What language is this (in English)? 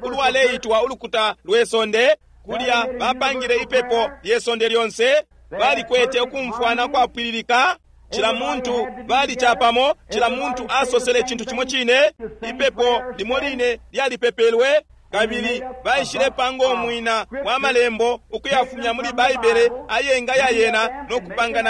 Bemba